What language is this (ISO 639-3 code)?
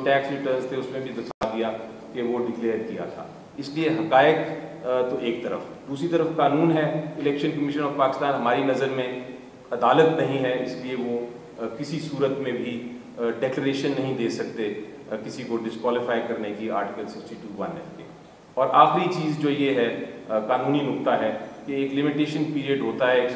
urd